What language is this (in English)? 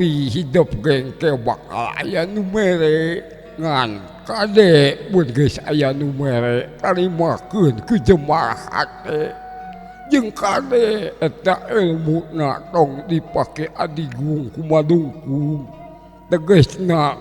Sundanese